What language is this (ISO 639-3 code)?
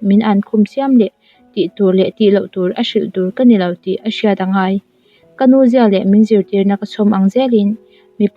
lus